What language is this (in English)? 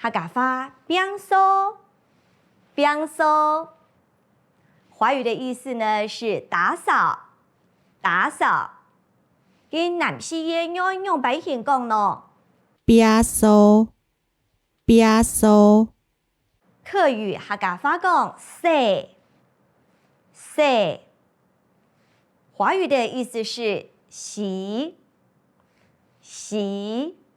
Hakka Chinese